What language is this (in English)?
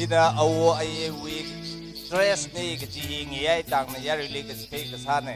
Tangkhul Naga (India)